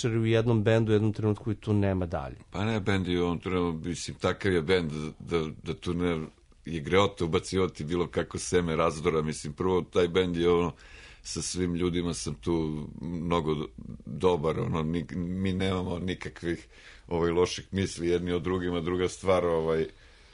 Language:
Serbian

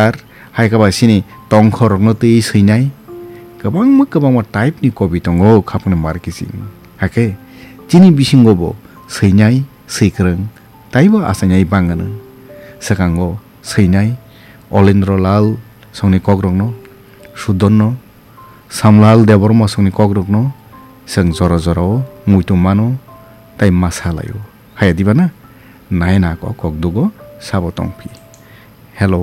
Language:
Kok Borok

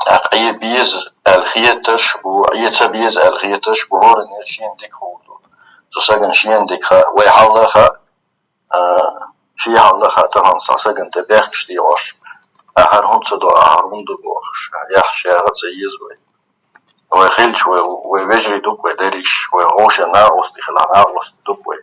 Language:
Chechen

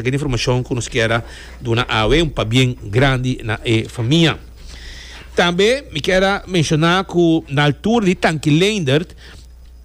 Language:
Papiamento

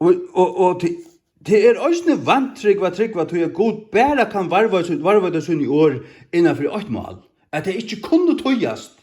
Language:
Faroese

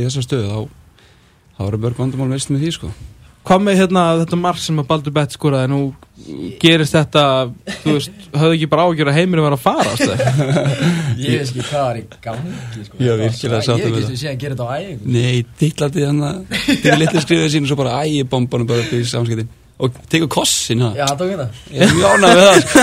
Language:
Icelandic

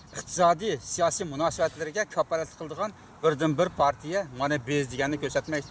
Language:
Uyghur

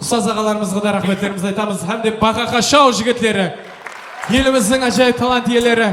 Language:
Kara-Kalpak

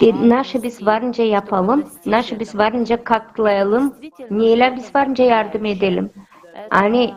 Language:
Gagauz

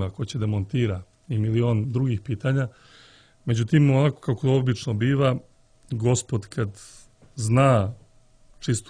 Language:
Serbian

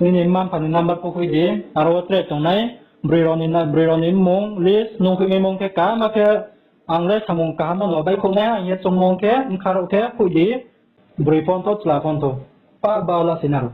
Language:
Riang (India)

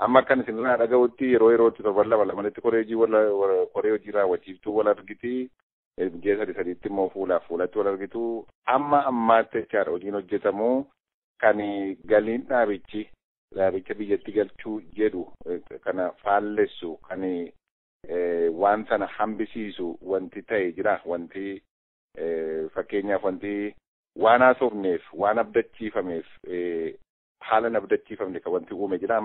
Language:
Oromo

